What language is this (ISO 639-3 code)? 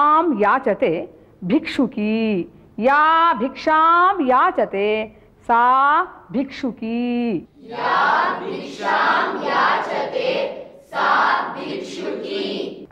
san